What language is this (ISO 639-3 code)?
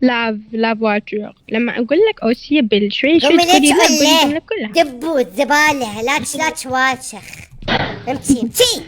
acm